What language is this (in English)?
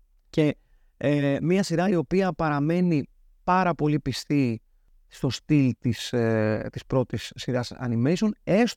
Greek